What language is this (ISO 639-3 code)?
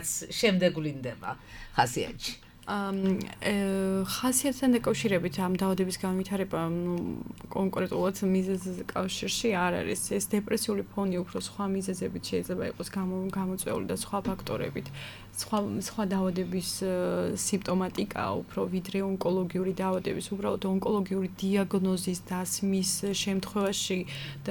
kat